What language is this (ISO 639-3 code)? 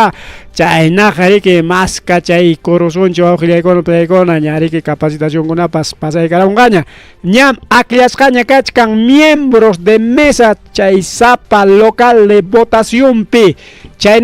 quy